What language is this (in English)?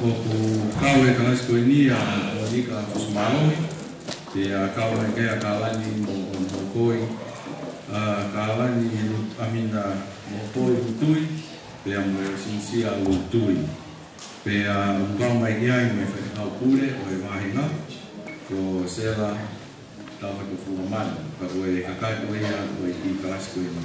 Tongan